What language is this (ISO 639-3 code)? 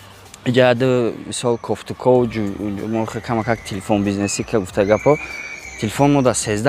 tgk